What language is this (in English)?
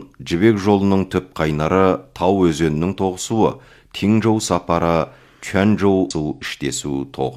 Kazakh